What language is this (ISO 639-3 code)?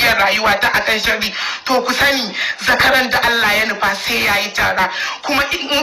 hau